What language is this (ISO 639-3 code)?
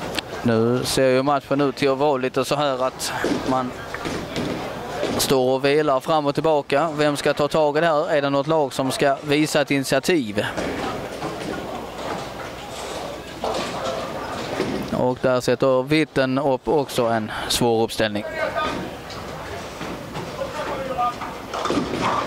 swe